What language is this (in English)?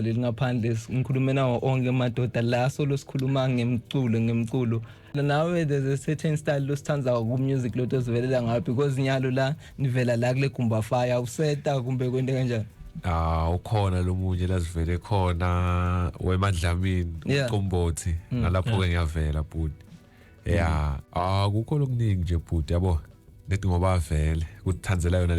Zulu